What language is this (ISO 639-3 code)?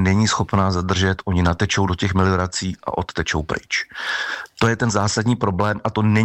ces